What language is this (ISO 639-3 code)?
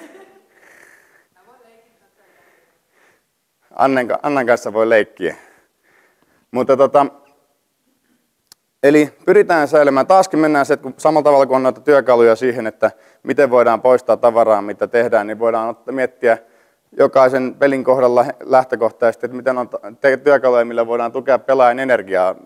fin